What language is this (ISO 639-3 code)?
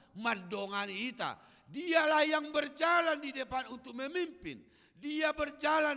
bbc